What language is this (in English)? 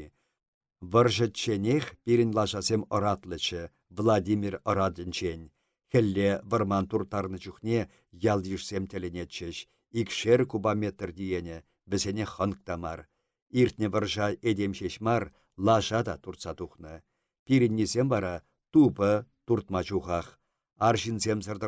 Chuvash